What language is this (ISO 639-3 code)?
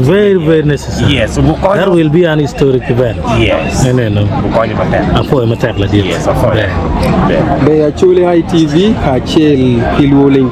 ach